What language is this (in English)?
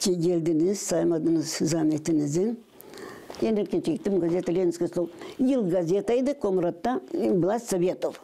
Gagauz